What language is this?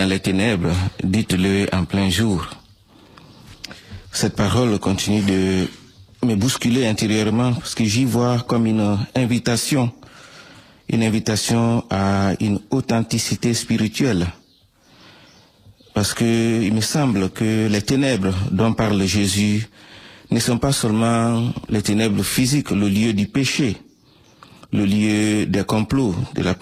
French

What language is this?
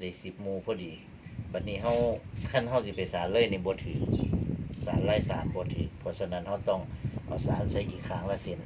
Northeastern Thai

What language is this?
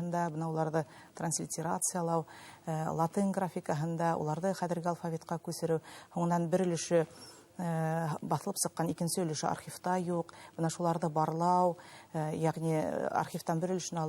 Bashkir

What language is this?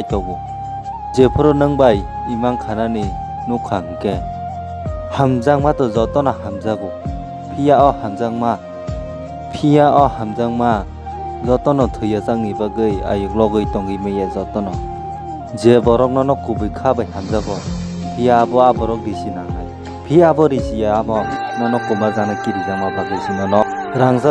Kok Borok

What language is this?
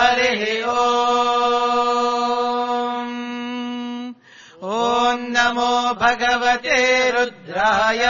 Sanskrit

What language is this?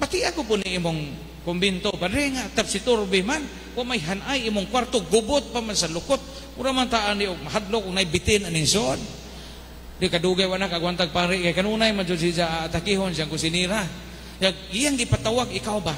Cebuano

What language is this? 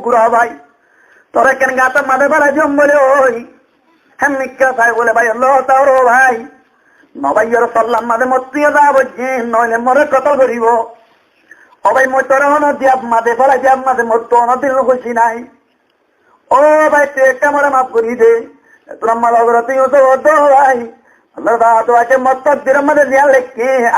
Rohingya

